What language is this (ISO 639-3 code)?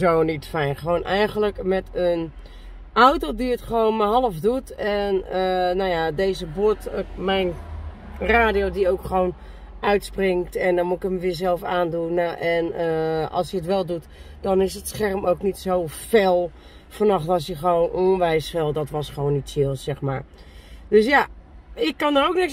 nld